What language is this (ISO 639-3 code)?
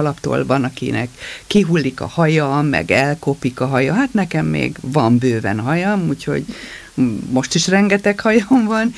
hun